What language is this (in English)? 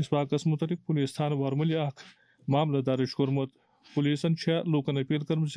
Kashmiri